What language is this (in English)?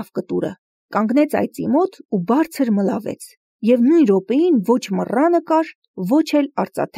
Armenian